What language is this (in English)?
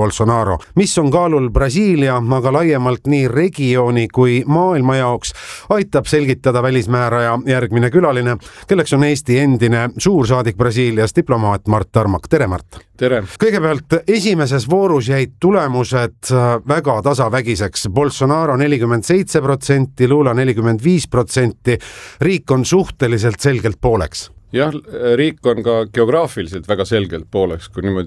Estonian